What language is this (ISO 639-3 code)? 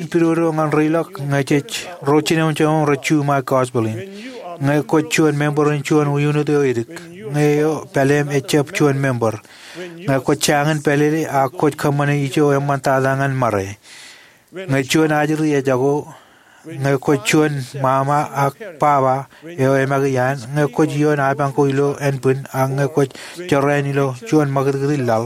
mah